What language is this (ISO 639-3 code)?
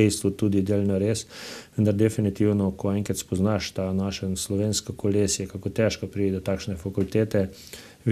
slv